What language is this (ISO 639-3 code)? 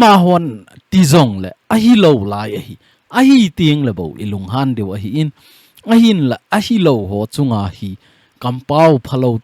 tcz